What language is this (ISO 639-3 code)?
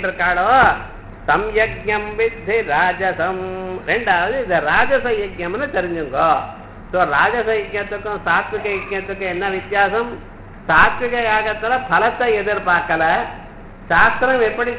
tam